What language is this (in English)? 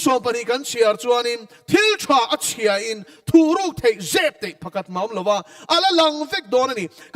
Mizo